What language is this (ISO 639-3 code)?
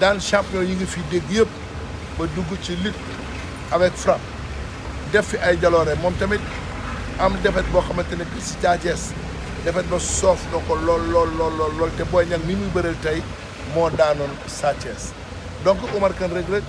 wol